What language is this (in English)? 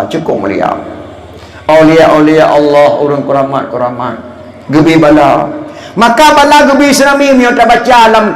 Achinese